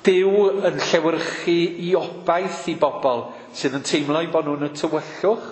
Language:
Welsh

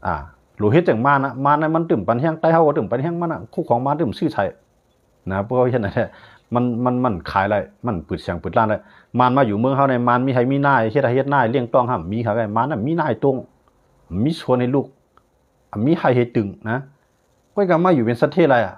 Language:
Shan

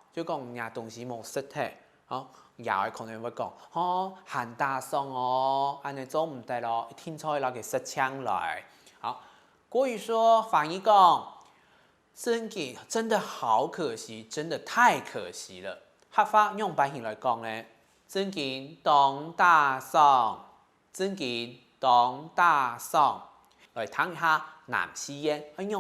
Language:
Hakka Chinese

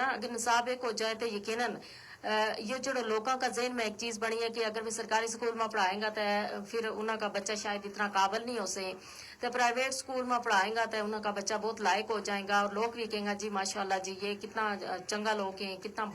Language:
Gujari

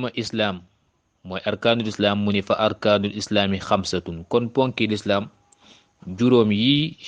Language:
Wolof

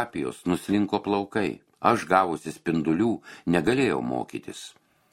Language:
Lithuanian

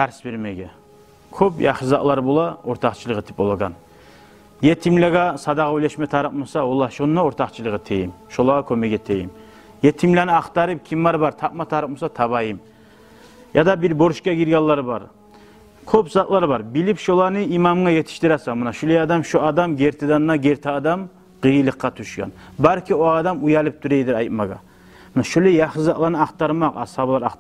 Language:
Kumyk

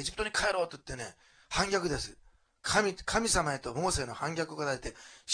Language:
Japanese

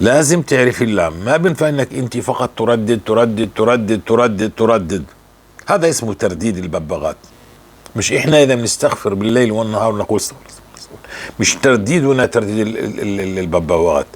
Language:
North Levantine Arabic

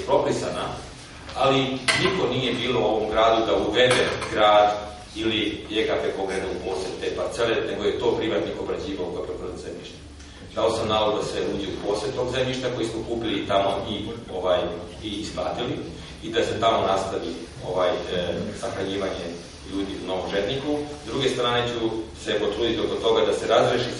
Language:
Serbian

